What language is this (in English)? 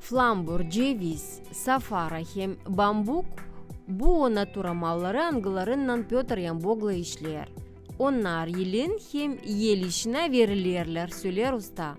Gagauz